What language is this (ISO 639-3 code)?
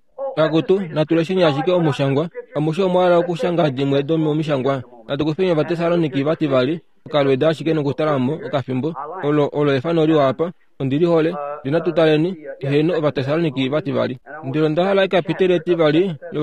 kua